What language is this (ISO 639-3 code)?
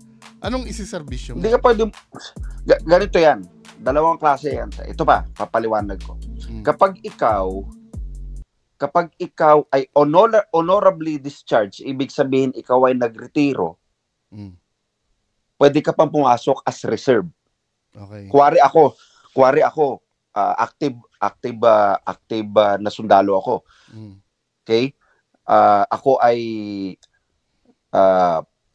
fil